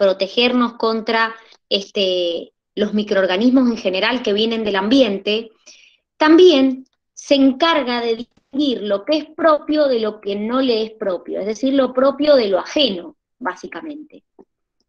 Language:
Spanish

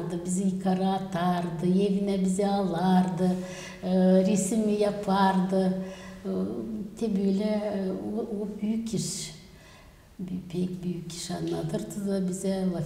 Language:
Gagauz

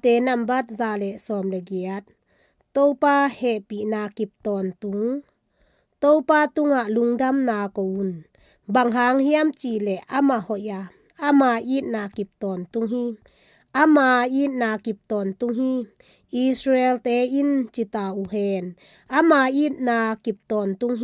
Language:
Tedim Chin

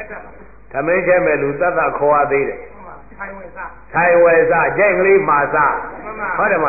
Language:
Burmese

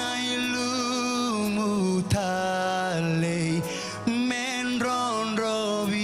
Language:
Fijian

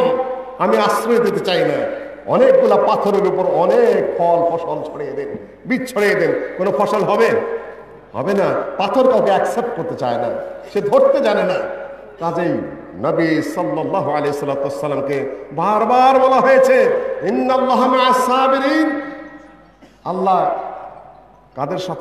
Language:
Bangla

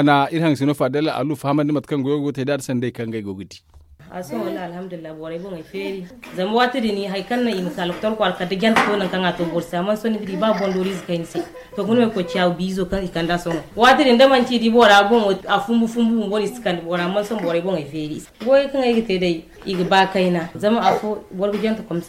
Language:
Zarma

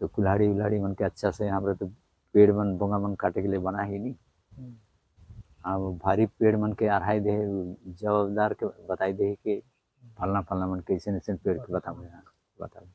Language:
Sadri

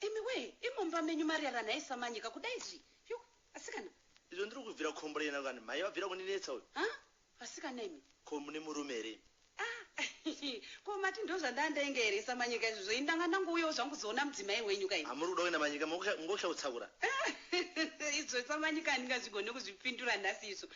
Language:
Shona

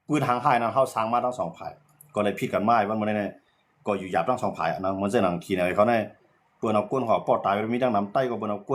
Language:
Shan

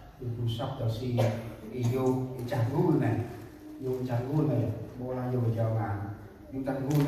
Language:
Central Mnong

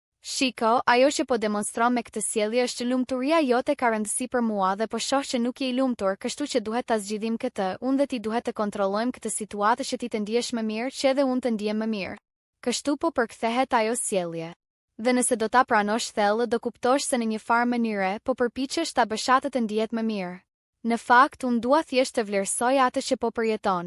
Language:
Albanian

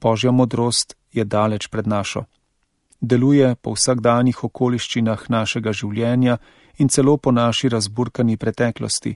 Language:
Slovenian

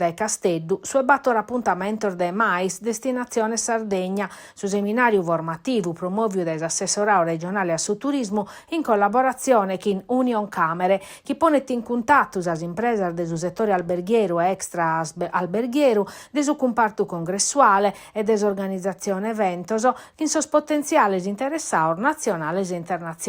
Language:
Sardinian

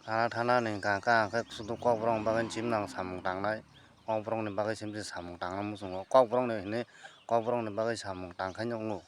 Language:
Kok Borok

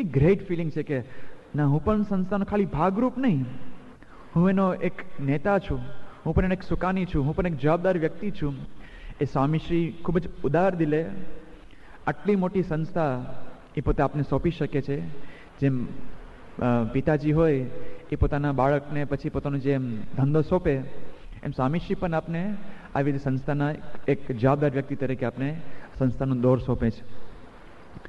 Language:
Gujarati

